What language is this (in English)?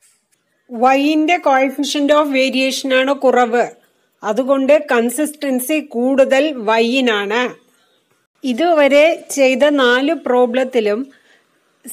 Malayalam